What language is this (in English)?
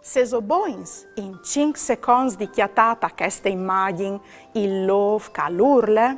Friulian